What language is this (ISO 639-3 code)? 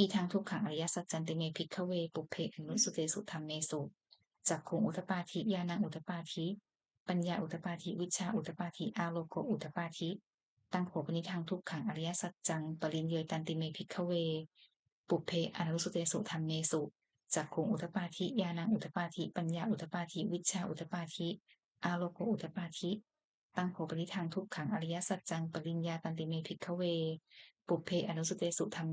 pli